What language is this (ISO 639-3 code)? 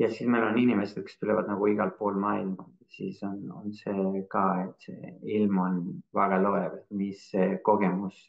est